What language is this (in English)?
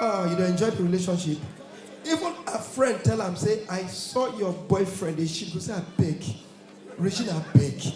Nigerian Pidgin